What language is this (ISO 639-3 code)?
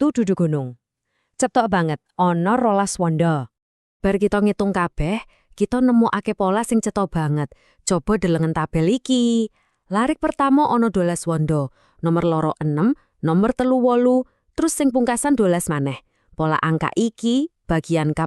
jav